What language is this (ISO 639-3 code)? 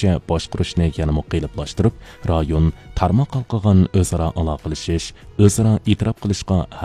uig